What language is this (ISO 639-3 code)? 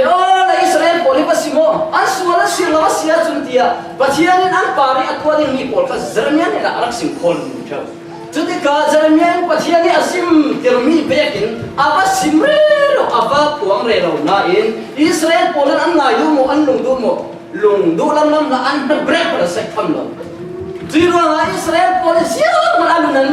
cfm